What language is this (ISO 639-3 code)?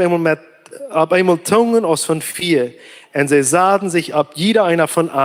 pdt